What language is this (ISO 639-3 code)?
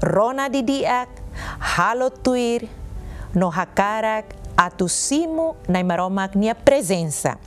tet